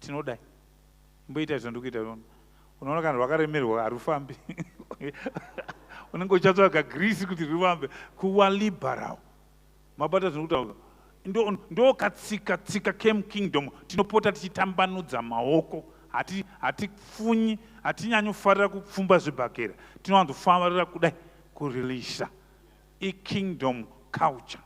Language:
Shona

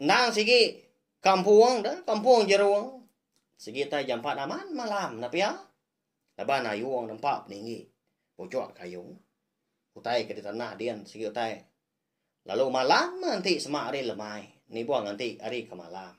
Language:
Iban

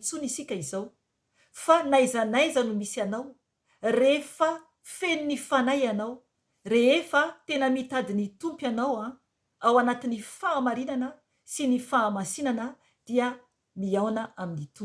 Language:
Malagasy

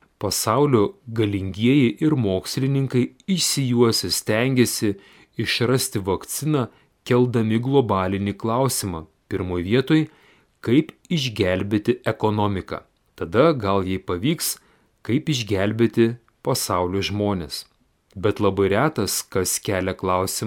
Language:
Lithuanian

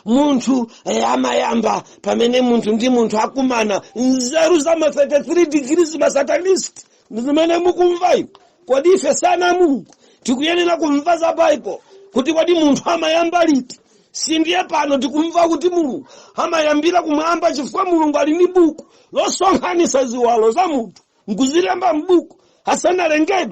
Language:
Nyanja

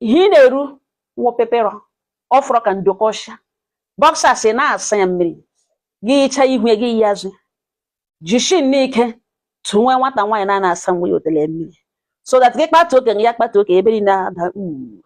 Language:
Igbo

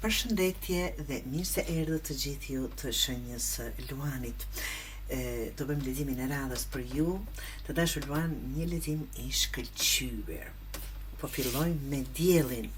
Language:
Albanian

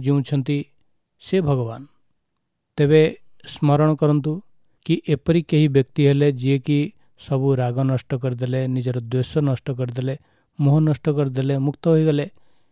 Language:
Odia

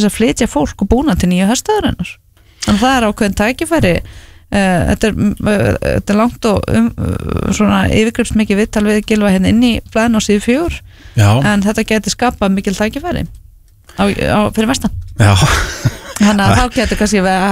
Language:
Icelandic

